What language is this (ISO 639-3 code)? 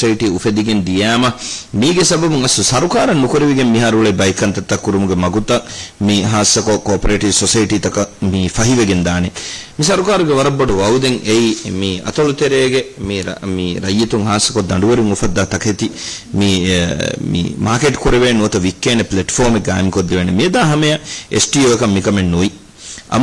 div